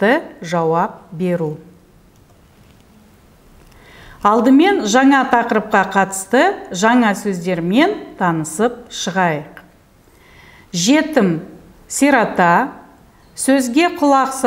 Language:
Kazakh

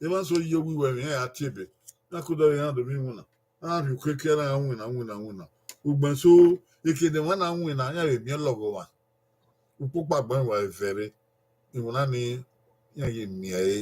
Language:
Bini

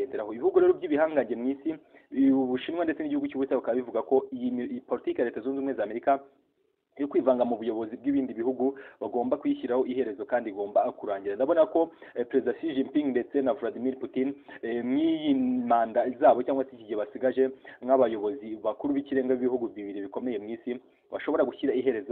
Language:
Kinyarwanda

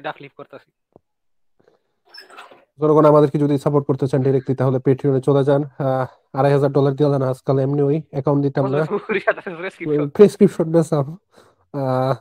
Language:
Bangla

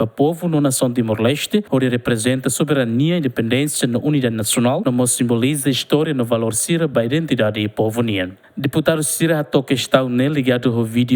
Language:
Tetum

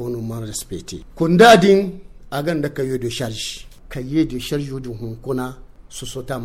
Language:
Zarma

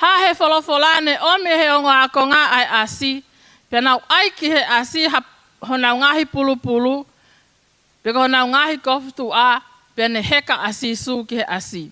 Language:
Tongan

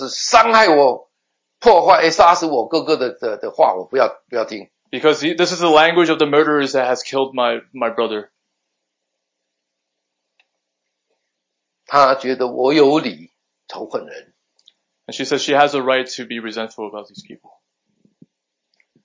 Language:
Chinese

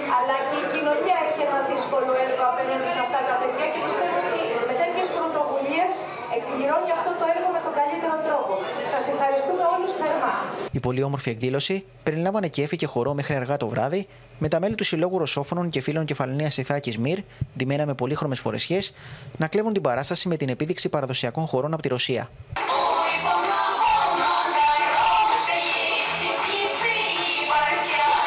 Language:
Greek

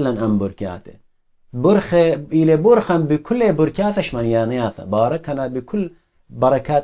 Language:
Assyrian Neo-Aramaic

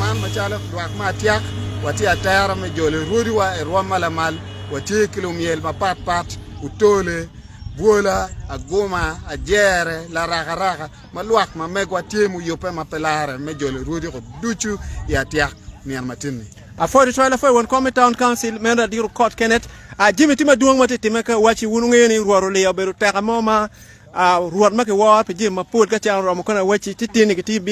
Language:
Acoli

